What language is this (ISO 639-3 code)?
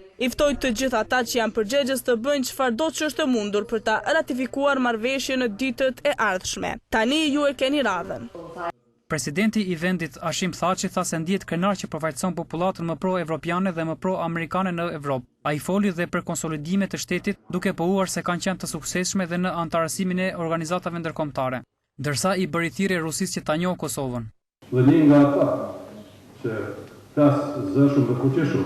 sqi